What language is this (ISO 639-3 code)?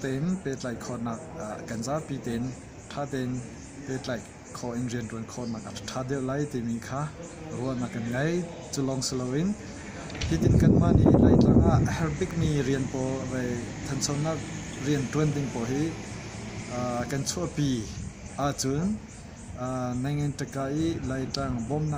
cnh